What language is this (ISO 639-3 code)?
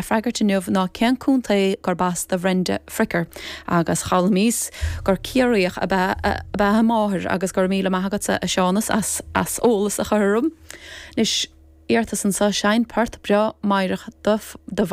gle